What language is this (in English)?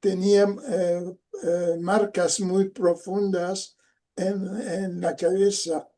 Ladino